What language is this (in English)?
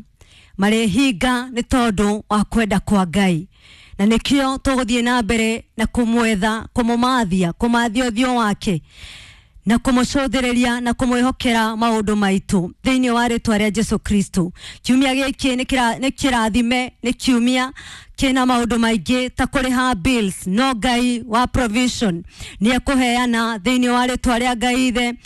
Kikuyu